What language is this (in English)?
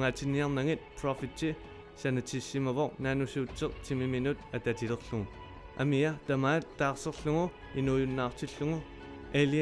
Kalaallisut